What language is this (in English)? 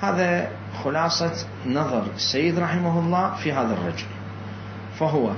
Mesopotamian Arabic